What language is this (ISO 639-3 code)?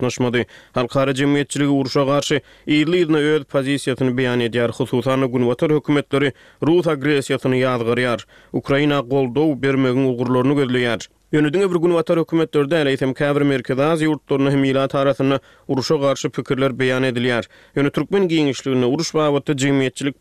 tuk